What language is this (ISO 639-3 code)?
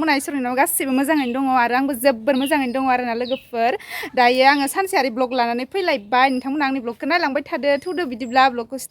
brx